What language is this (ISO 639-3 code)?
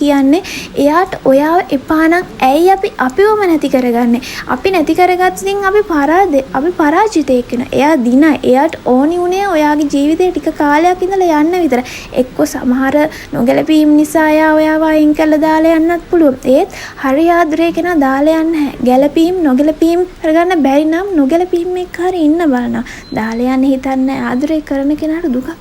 sin